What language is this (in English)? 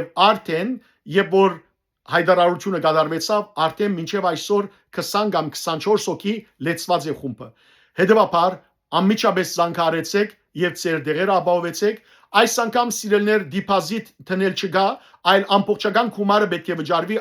Western Armenian